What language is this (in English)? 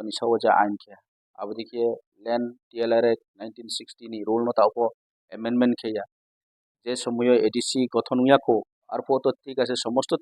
Riang (India)